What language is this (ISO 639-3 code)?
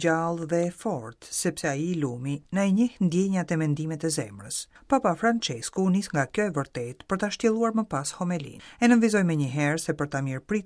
sqi